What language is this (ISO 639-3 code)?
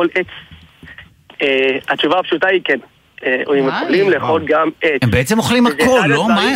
heb